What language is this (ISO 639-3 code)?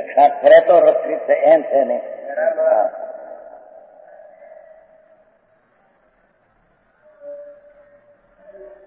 guj